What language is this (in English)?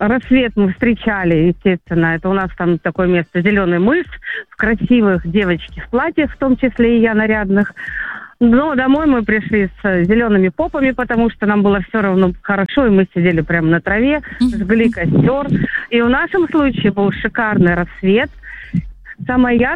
Russian